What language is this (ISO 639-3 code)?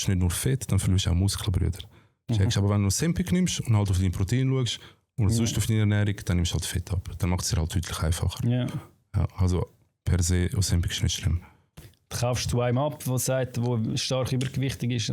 gsw